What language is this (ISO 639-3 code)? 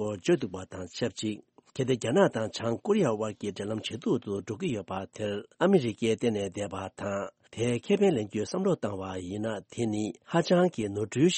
bod